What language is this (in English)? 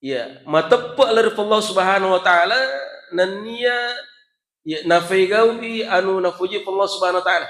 Buginese